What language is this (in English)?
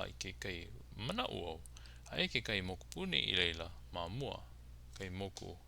Hawaiian